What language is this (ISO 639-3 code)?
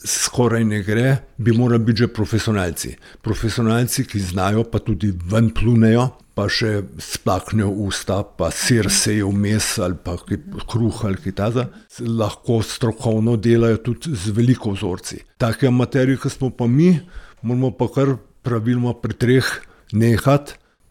slv